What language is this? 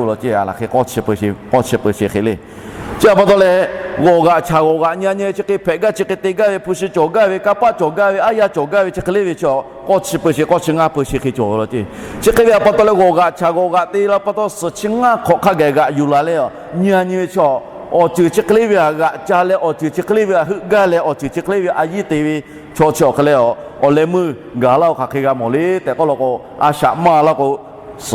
Lahu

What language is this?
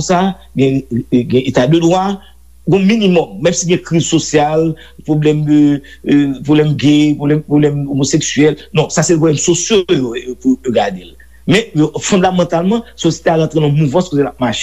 Haitian Creole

